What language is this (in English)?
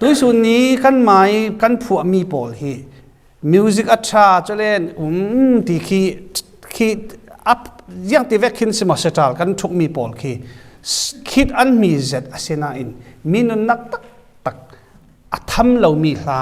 Falam Chin